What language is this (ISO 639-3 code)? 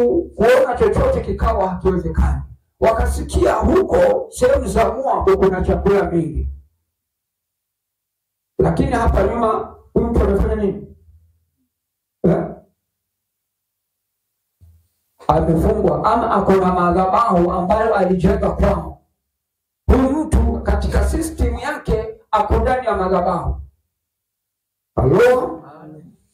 swa